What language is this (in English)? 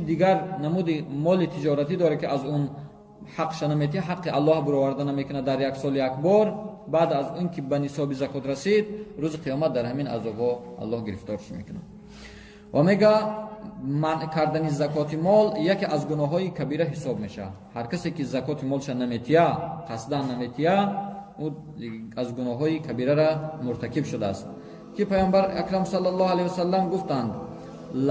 Tajik